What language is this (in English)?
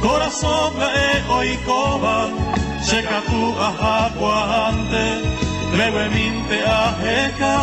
Guarani